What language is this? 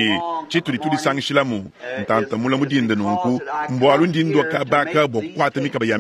Luba-Lulua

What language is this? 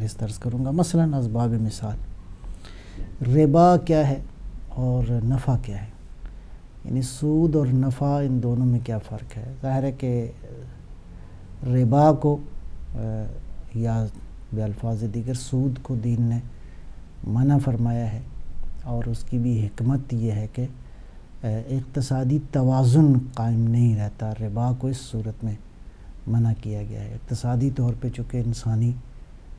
Urdu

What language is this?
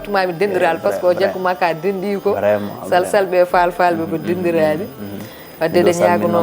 Fula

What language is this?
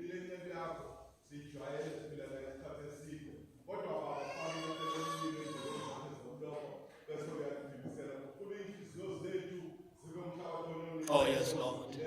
Zulu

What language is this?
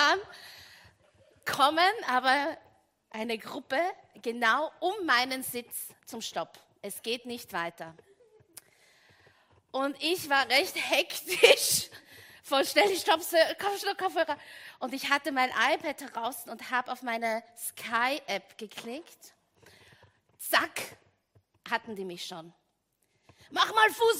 German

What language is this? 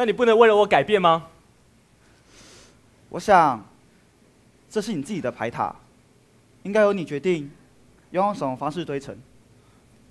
Chinese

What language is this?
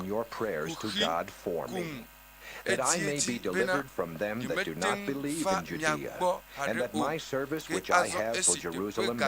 Ewe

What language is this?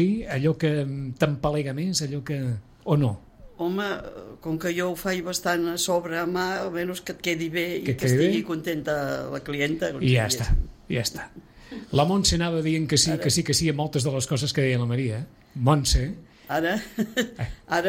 Catalan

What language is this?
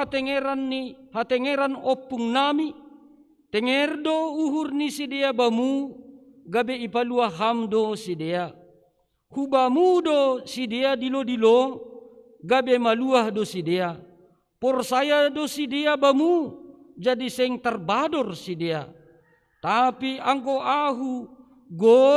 Batak Simalungun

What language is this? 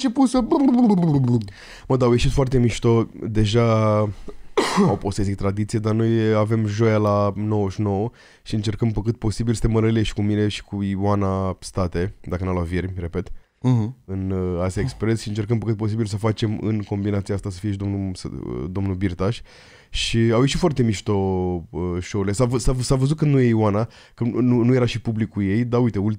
Romanian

